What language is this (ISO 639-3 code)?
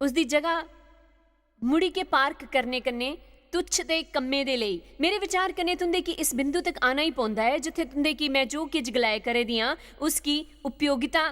doi